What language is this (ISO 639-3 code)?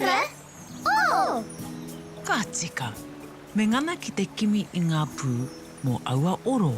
mri